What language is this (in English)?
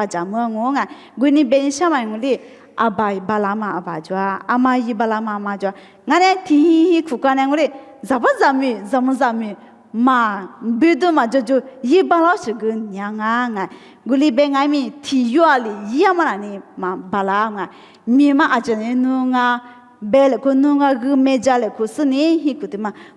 Lisu